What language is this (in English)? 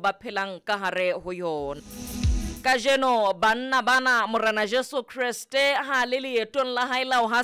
Southern Sotho